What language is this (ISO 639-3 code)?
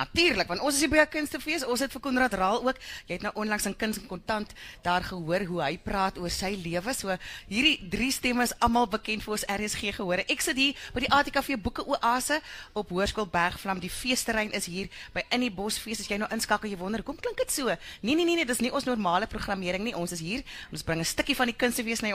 afr